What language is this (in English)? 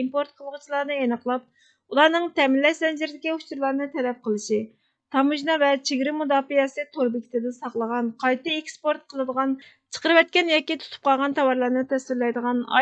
Uyghur